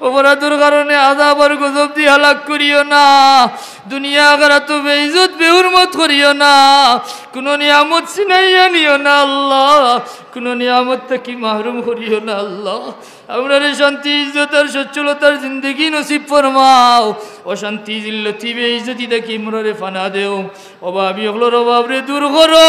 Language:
Sylheti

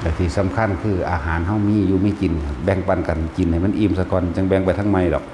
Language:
Northeastern Thai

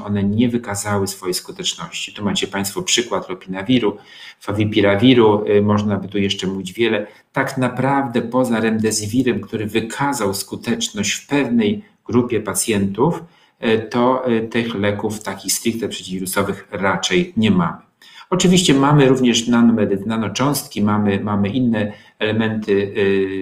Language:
Polish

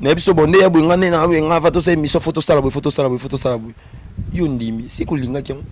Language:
Lingala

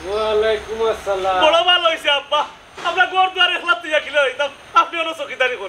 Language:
Sylheti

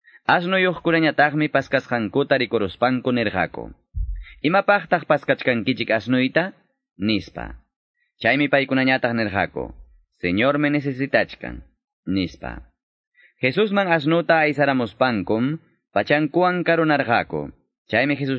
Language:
Ayacucho Quechua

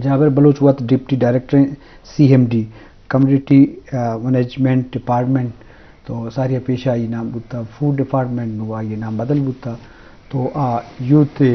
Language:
Eastern Balochi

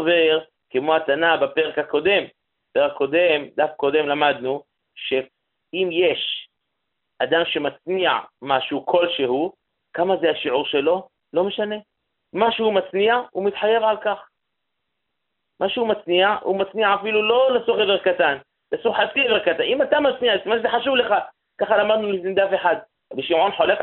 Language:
Hebrew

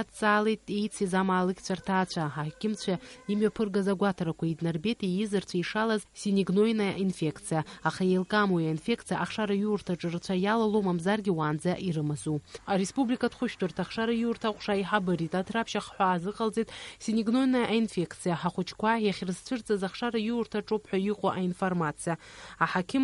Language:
Abkhazian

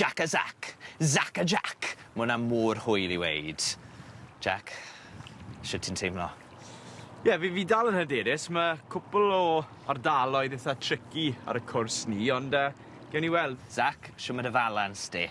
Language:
Welsh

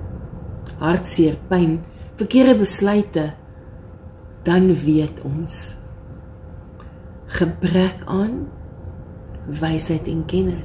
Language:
Afrikaans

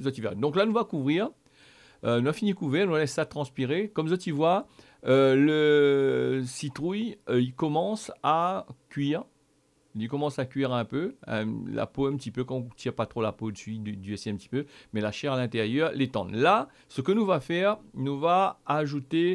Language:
Réunion Creole French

